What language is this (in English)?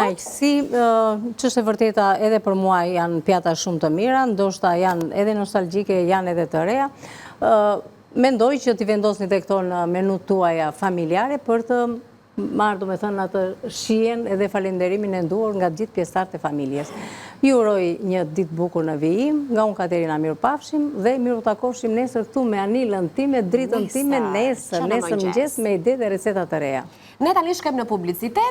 Albanian